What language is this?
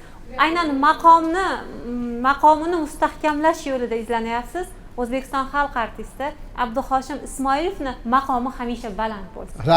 Uzbek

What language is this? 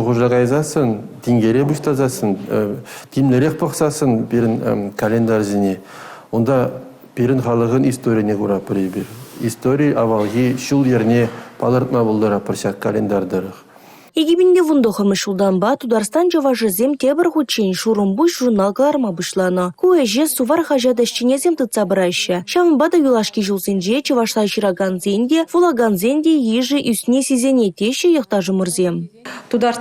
Chuvash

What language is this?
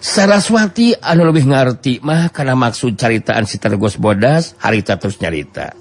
Sundanese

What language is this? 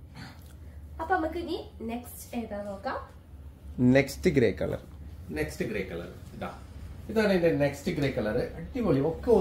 Malayalam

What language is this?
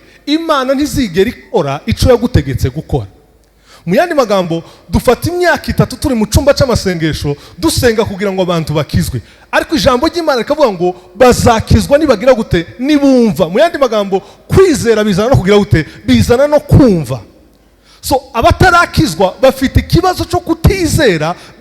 Kinyarwanda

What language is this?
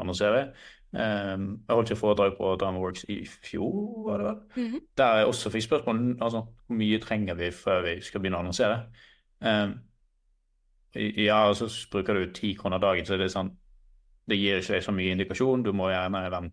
Norwegian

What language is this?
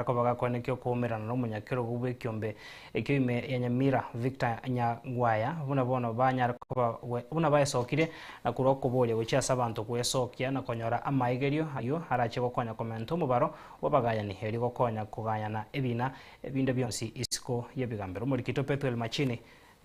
Gusii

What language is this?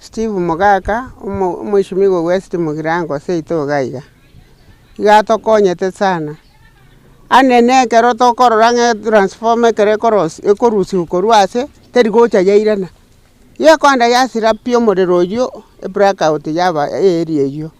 Gusii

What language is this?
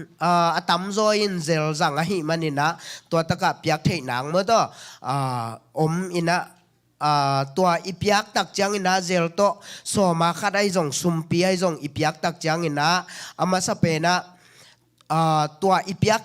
Tedim Chin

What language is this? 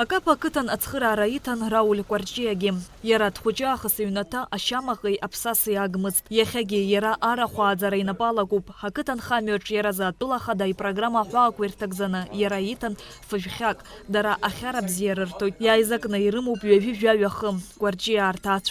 Abkhazian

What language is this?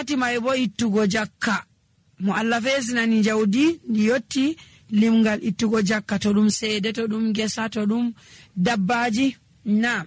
Nigerian Fulfulde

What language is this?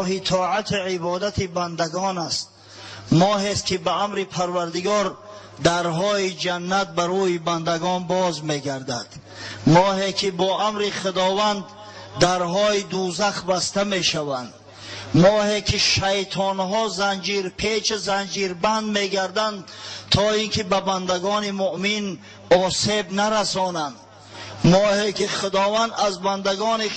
Tajik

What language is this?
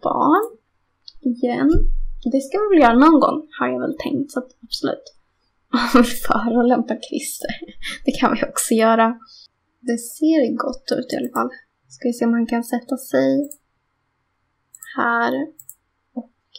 Swedish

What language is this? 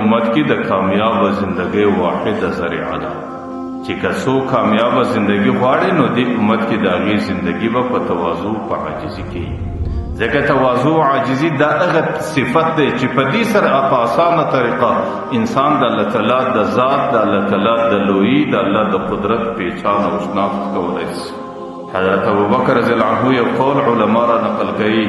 Pashto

